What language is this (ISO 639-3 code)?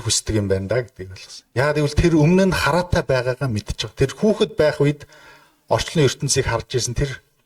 mon